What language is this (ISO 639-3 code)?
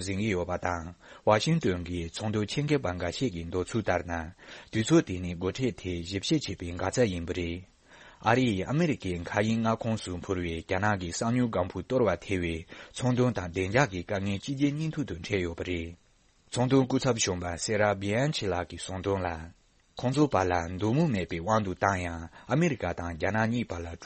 bod